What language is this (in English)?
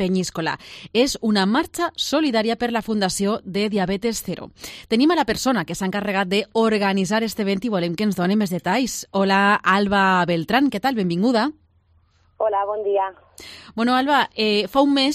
Catalan